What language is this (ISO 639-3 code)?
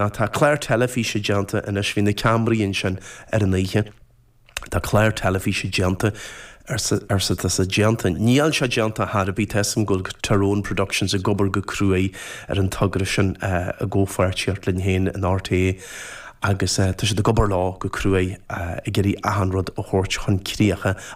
gle